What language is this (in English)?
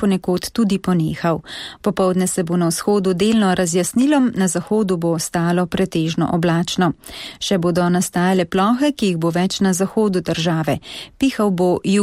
Slovenian